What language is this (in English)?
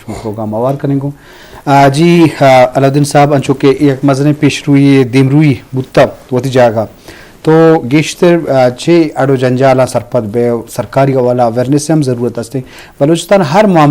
Eastern Balochi